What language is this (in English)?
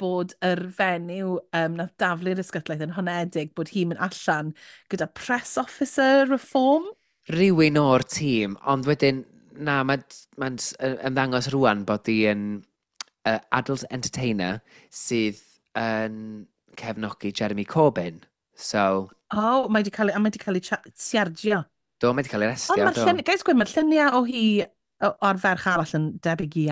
Welsh